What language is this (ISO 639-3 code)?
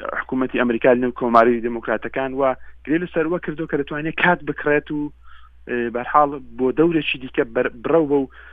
ckb